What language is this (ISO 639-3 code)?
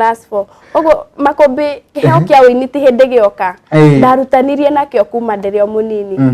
kik